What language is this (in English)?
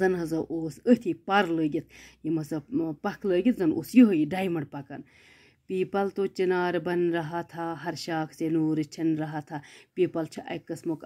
Kashmiri